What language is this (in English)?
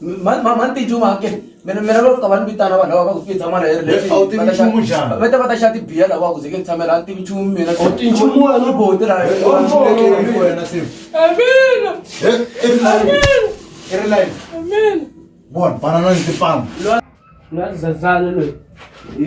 Tsonga